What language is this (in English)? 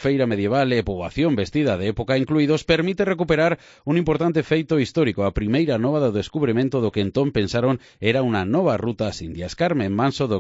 Galician